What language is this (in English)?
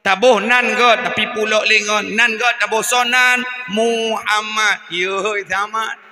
Achinese